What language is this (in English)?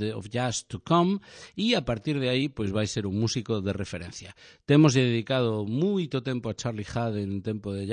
Galician